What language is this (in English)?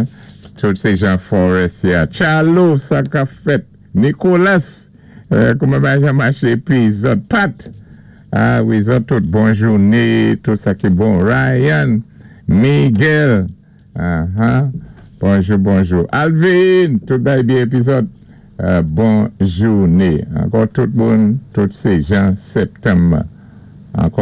Saint Lucian Creole French